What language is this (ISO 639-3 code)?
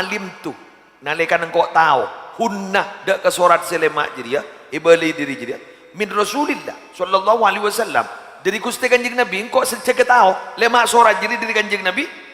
mad